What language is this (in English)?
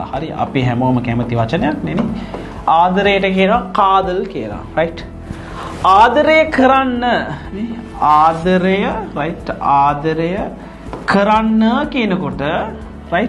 Sinhala